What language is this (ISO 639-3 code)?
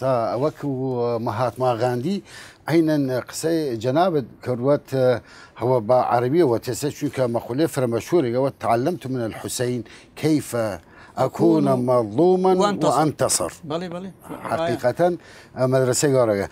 sdh